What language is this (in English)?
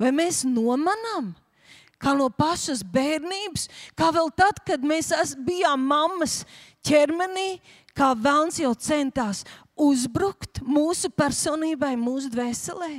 Latvian